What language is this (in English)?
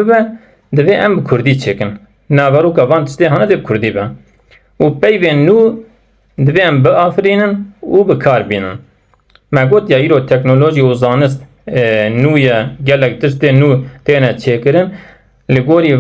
Kurdish